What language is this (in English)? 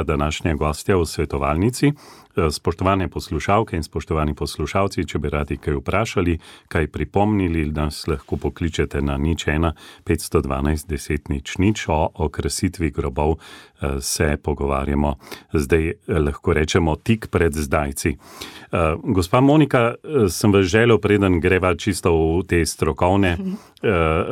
Slovenian